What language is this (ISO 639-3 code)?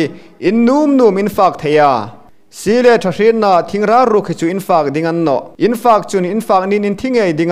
hmr